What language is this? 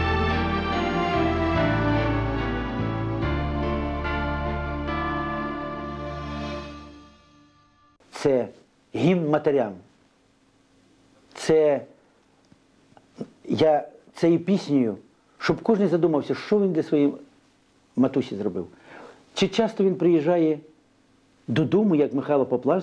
Ukrainian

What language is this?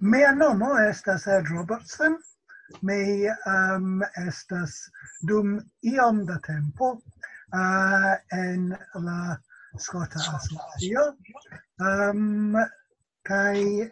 Esperanto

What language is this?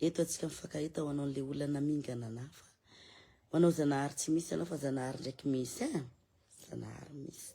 Malagasy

